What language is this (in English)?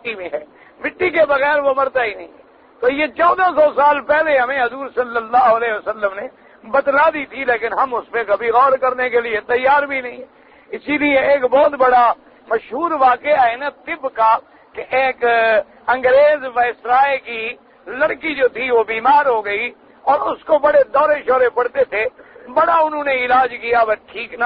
Urdu